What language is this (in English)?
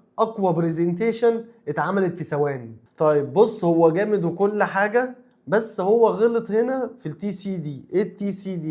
Egyptian Arabic